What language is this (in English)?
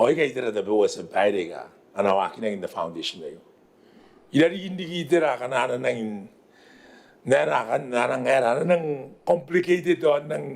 Gilbertese